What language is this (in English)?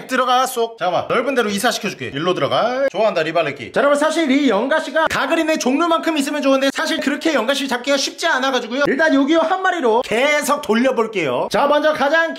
Korean